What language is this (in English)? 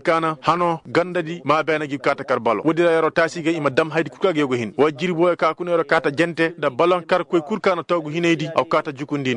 Koyraboro Senni